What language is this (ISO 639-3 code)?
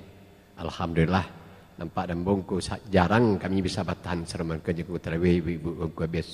min